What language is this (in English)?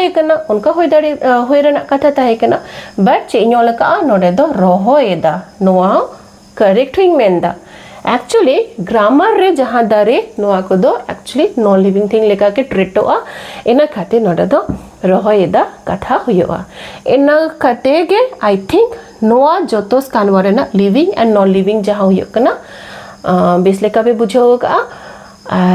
Santali